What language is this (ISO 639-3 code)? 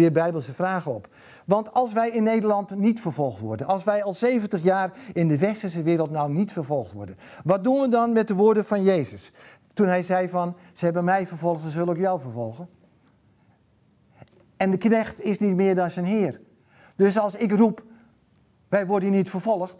nld